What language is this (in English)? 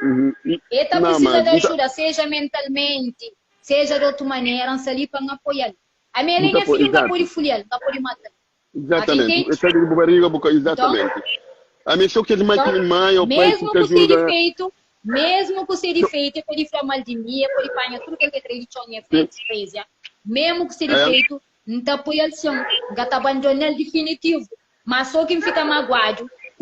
Kabuverdianu